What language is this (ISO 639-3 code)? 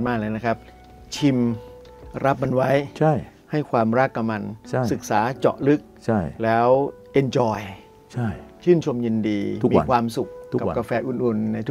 tha